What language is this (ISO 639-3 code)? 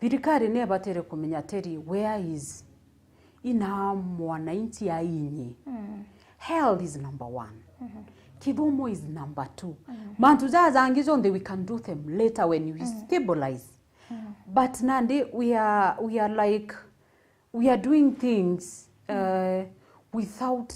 mer